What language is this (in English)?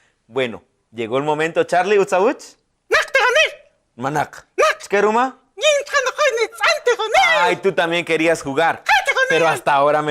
Kaqchikel